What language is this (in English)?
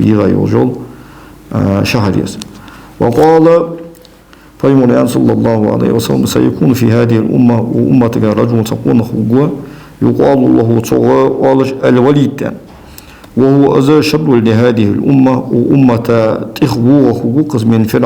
Ingush